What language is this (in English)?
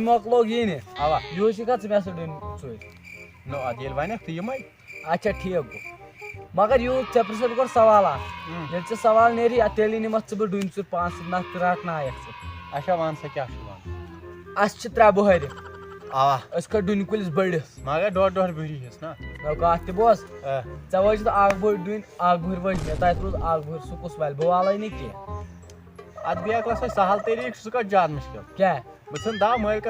Kashmiri